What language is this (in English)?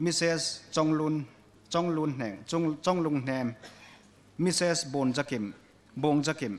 Hmar